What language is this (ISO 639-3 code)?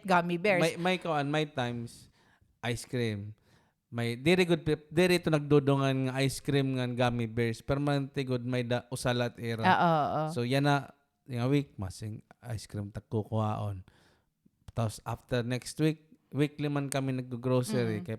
war